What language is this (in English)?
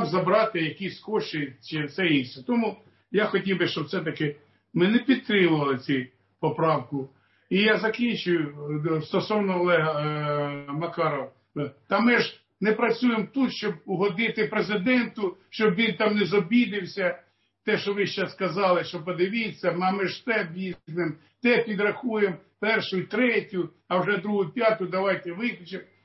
Ukrainian